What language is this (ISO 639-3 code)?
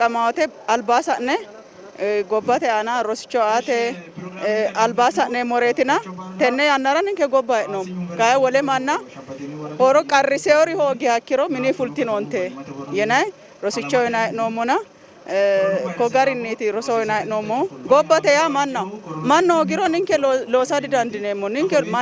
sid